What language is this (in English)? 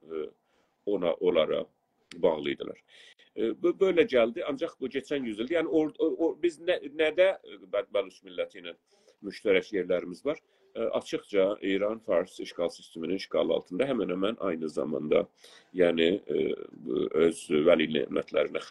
South Azerbaijani